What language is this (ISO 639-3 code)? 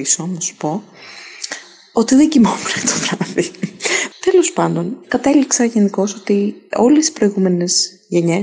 ell